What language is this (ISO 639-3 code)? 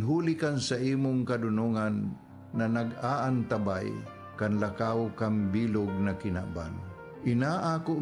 bik